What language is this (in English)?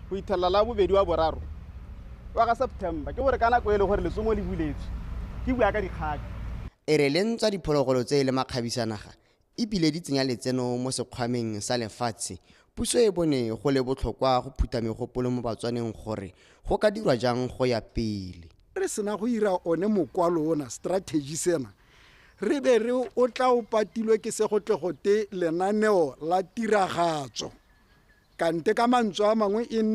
Tswana